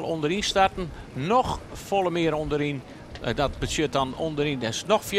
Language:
Western Frisian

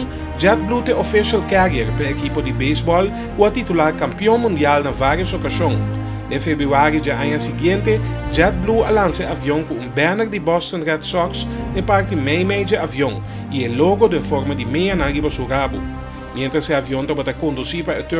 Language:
Papiamento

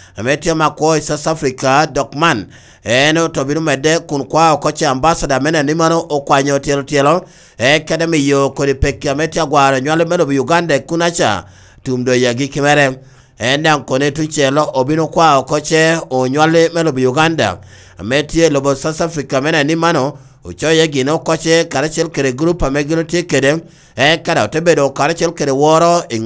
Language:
Lango (Uganda)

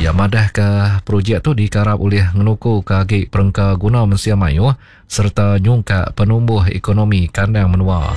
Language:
Iban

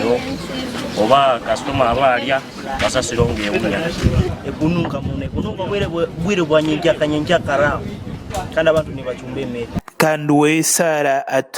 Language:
Nyankole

